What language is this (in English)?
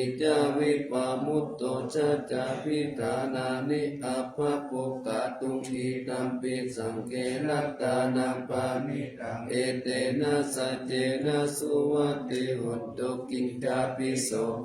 Pali